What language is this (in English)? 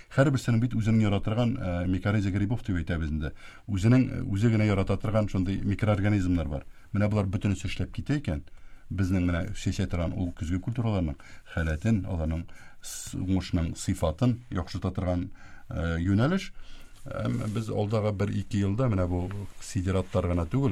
Tatar